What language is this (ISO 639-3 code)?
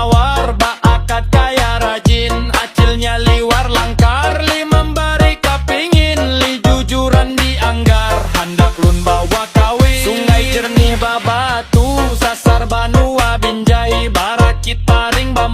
bjn